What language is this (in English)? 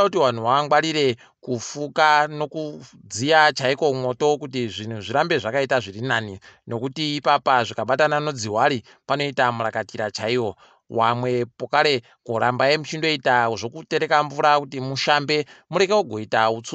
Ndau